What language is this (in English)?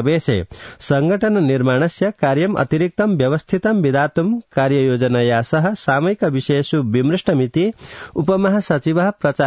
Sanskrit